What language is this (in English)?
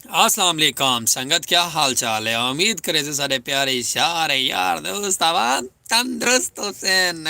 Saraiki